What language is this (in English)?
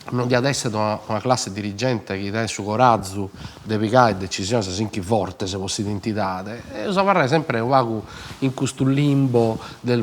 Sardinian